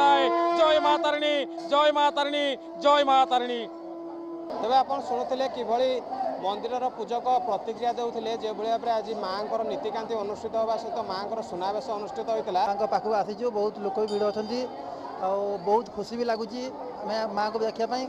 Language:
Odia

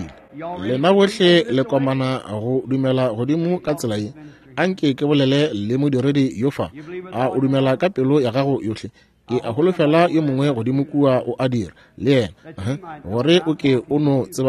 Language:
Northern Sotho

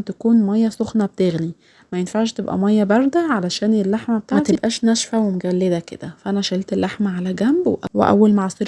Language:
Egyptian Arabic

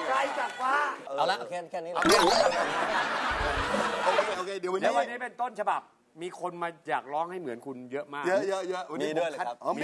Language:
Thai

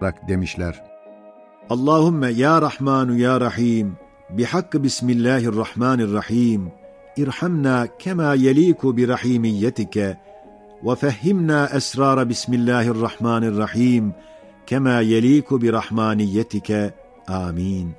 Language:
Ottoman Turkish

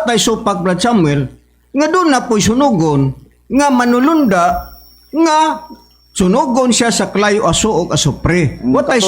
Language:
Cebuano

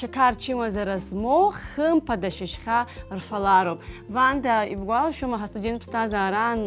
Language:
Abkhazian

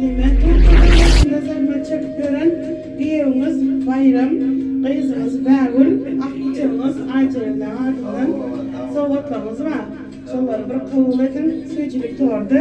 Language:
Turkmen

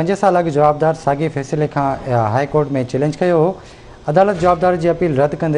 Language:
Sindhi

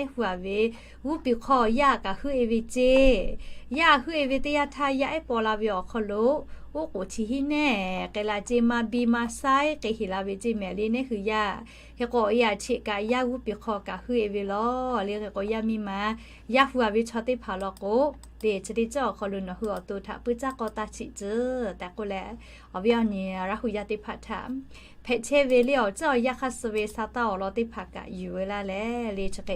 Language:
Lahu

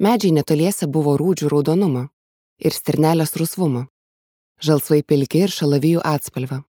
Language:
Lithuanian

